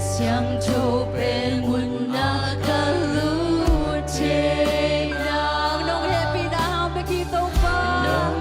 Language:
Tedim Chin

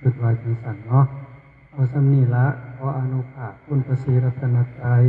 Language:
Northeastern Thai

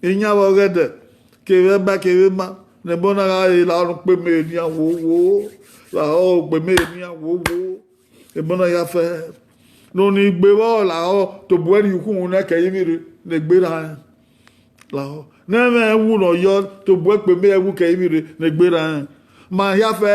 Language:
Bini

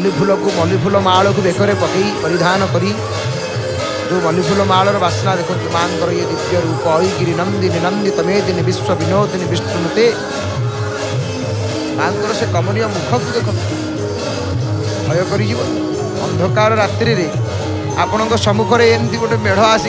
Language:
Odia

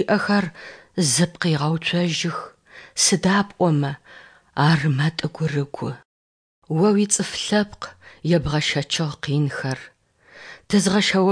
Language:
Adyghe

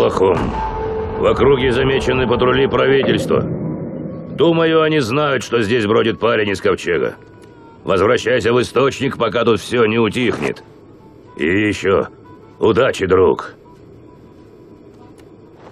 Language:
Russian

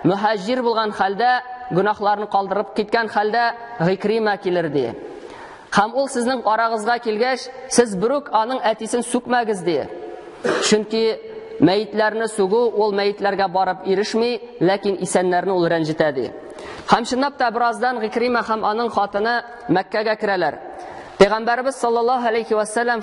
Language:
Tatar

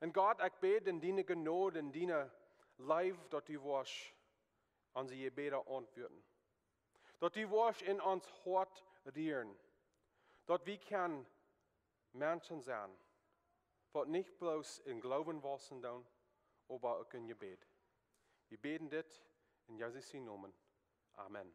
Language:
Plautdietsch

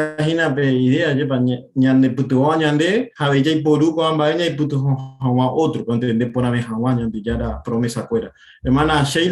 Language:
Guarani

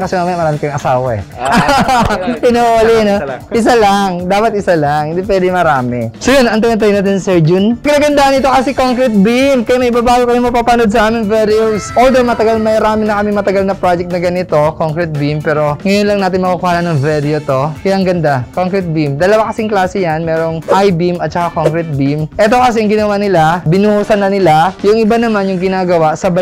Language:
Filipino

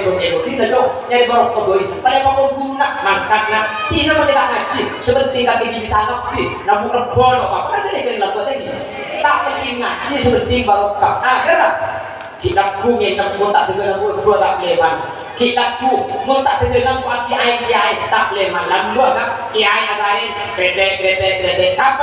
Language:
Madurese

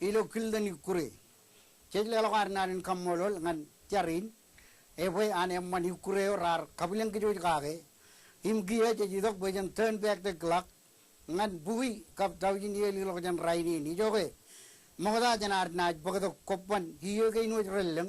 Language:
Marshallese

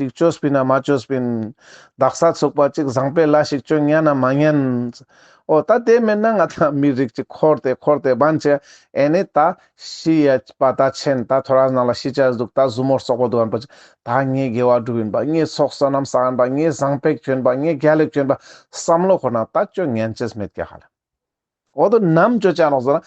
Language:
Ladakhi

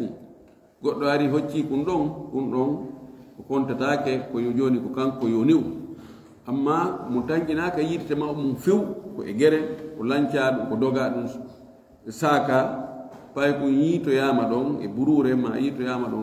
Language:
Fula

